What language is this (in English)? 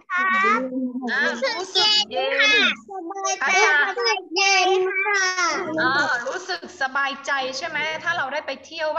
Thai